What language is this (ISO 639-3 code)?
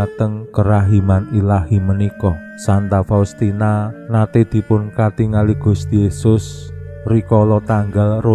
jav